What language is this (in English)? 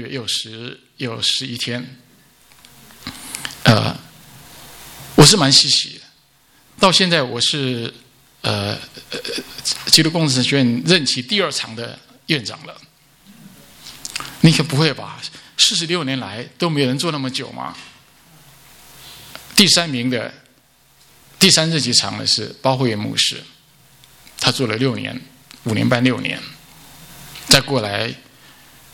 Chinese